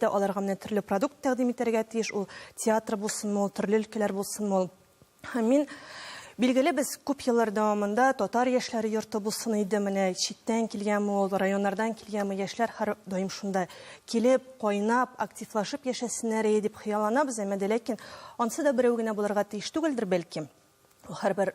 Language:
Tatar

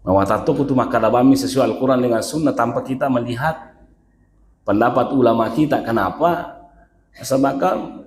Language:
Buginese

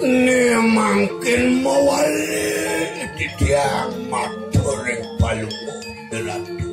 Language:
Balinese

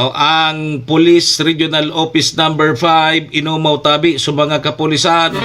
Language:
Bikol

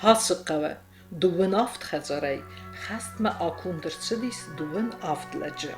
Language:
Ossetic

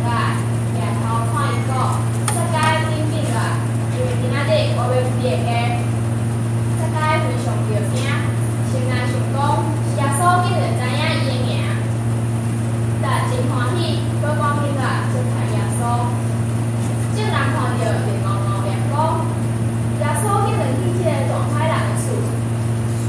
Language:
Min Nan Chinese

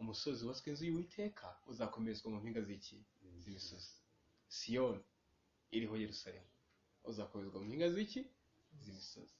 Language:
Kinyarwanda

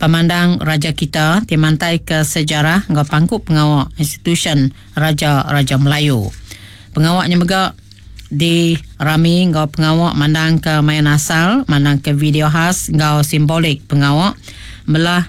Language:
Iban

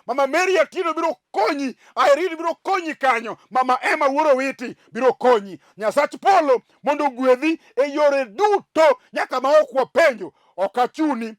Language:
Luo (Kenya and Tanzania)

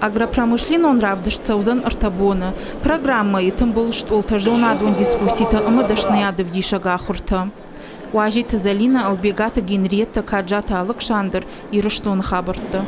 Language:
Ossetic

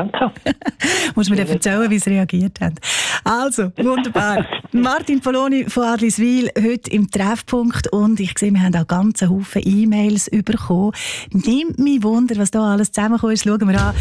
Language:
German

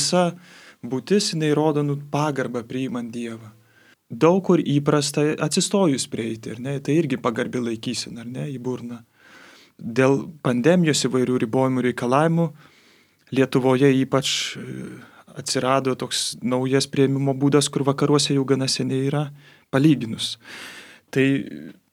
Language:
Lithuanian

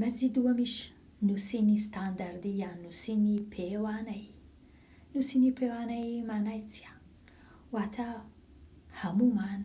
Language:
Central Kurdish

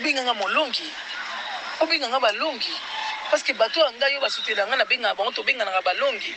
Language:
Lingala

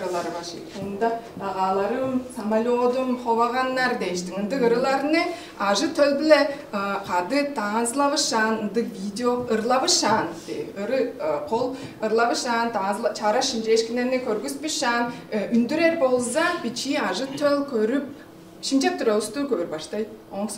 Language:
Tuvinian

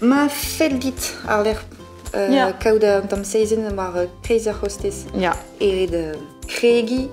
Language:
Breton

